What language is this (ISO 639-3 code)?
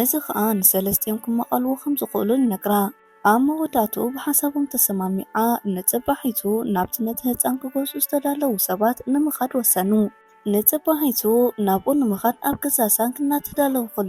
tir